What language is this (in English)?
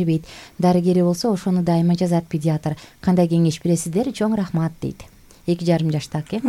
Kyrgyz